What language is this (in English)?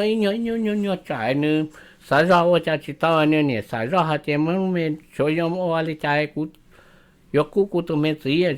Hmong